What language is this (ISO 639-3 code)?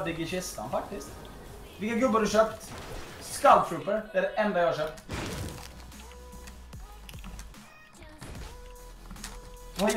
swe